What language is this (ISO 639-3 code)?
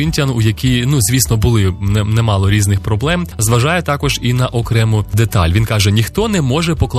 ukr